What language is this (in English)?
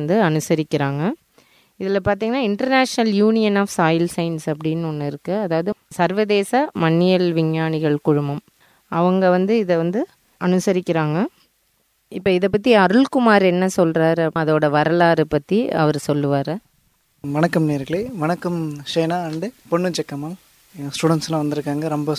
Tamil